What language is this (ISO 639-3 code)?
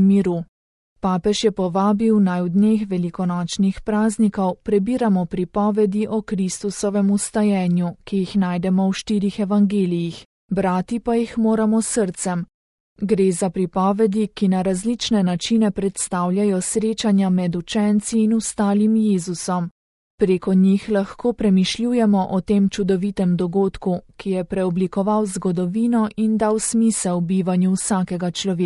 slv